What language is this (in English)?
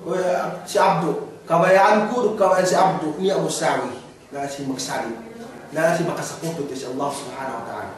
Yakan